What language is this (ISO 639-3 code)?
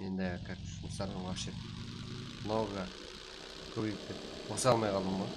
kaa